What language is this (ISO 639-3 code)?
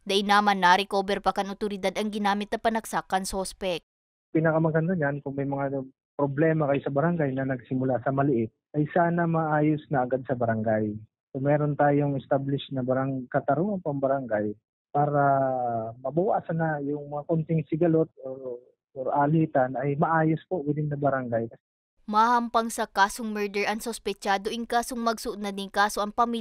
bik